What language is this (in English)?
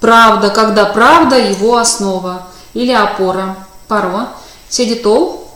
Erzya